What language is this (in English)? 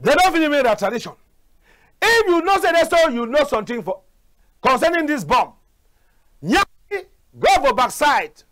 Cameroon Pidgin